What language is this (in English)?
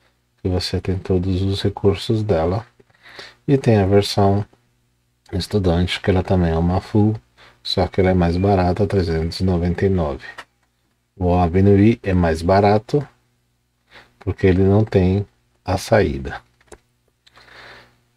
Portuguese